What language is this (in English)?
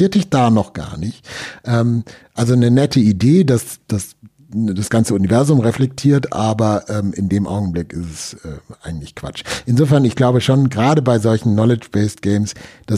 German